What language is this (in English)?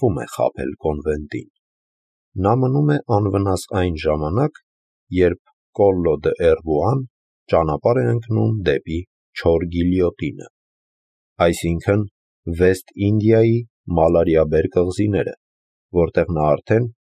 Armenian